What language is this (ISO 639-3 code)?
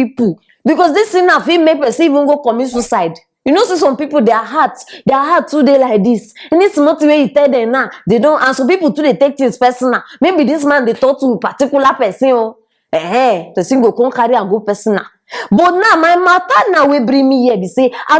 pcm